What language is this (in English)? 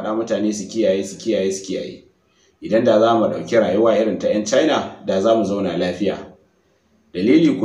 Hausa